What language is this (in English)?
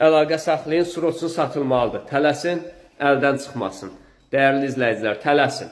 Azerbaijani